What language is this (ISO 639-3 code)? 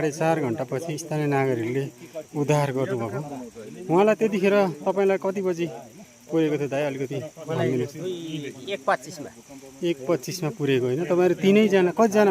nep